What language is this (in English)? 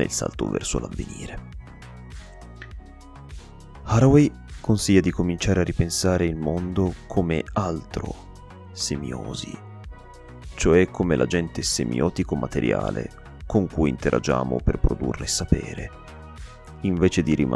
Italian